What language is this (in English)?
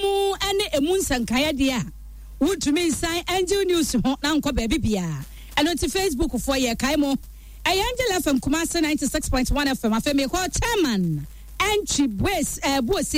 Akan